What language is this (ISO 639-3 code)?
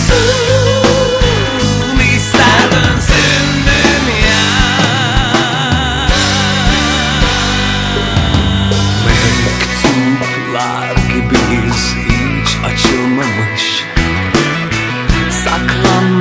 tur